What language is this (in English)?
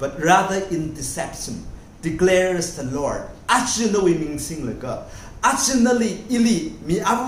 Tangkhul Naga (India)